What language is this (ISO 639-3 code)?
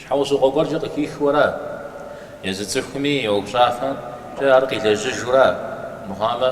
kbd